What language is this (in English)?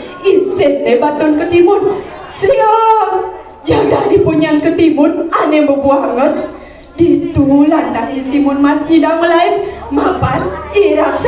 Balinese